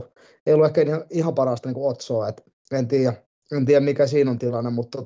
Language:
Finnish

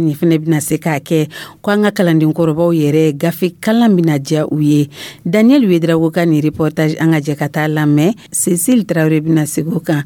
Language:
Dyula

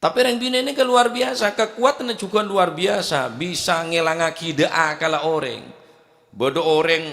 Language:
Madurese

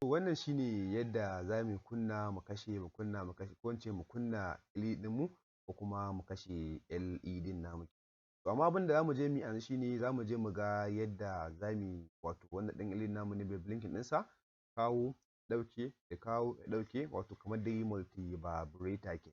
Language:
Hausa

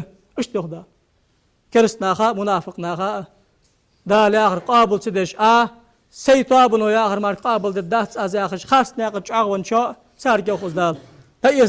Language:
Ingush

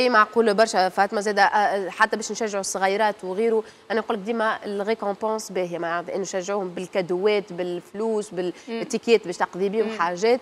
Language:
Tunisian Arabic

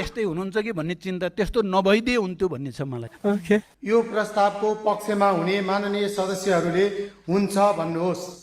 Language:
Nepali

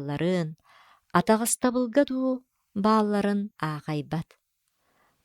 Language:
Yakut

